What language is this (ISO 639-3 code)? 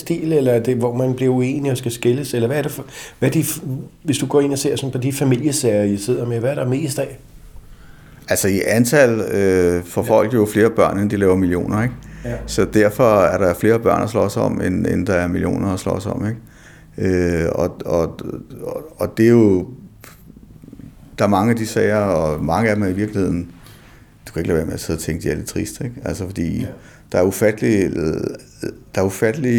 dan